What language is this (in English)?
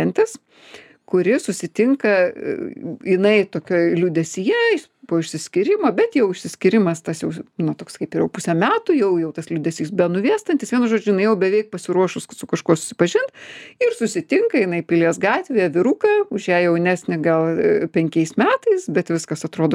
Lithuanian